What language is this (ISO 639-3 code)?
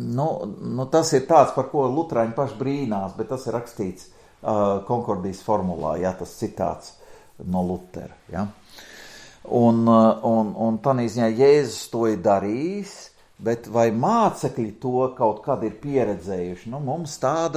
lav